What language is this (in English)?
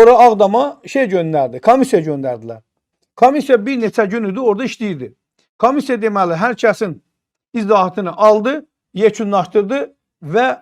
Azerbaijani